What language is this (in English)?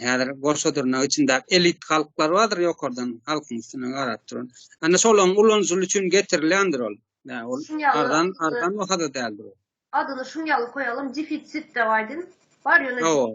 Turkmen